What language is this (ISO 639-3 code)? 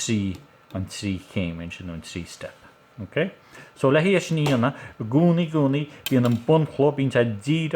gle